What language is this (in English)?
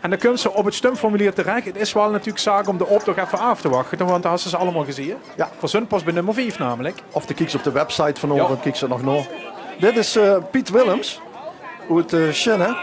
Limburgish